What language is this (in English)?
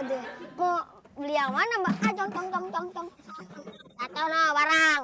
Betawi